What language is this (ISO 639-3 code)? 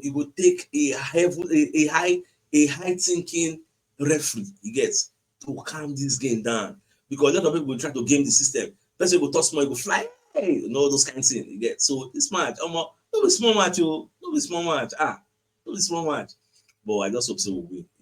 pcm